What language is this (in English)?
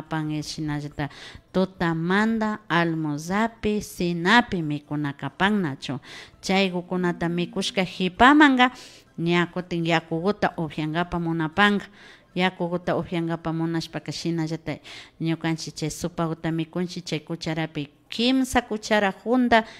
Imbabura Highland Quichua